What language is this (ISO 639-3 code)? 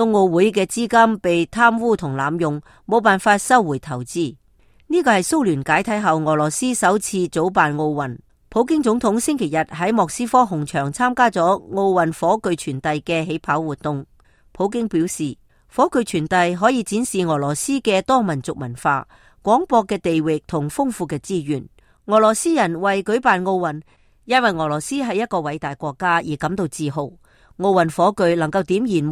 yue